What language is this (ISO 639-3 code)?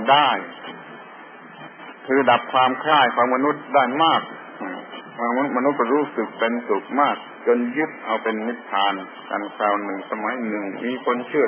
tha